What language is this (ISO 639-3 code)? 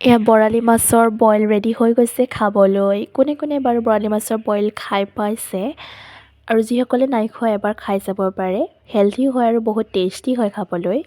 asm